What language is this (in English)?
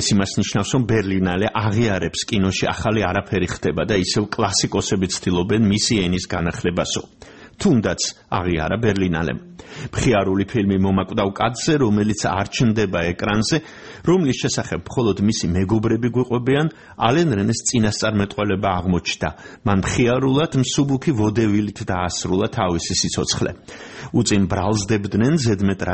Georgian